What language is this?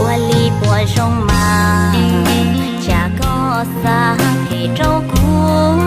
Hmong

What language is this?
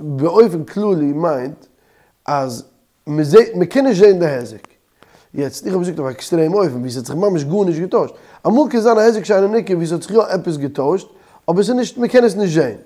Yiddish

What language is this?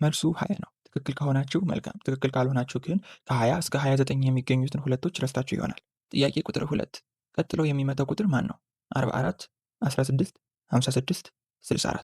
Amharic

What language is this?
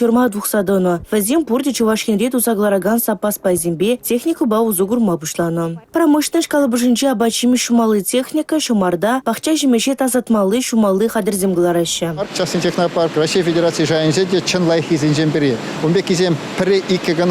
Chuvash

